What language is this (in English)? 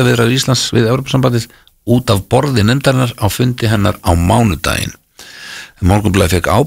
Icelandic